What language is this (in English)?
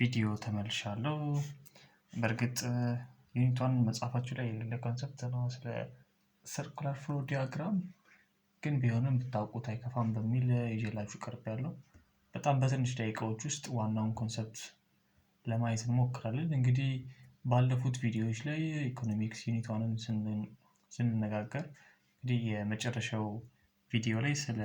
Amharic